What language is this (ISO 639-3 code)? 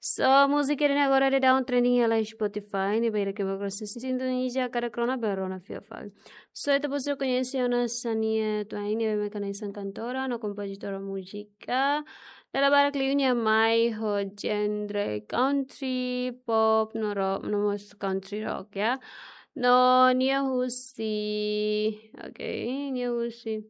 tet